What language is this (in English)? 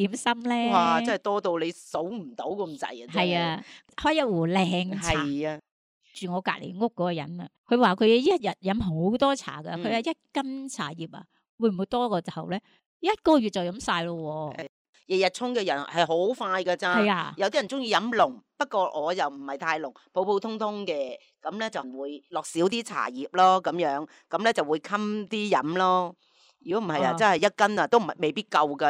Cantonese